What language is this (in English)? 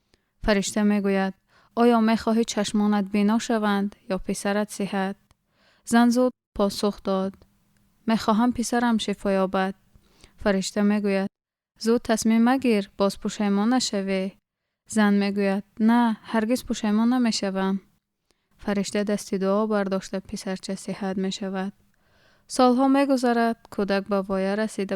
Tajik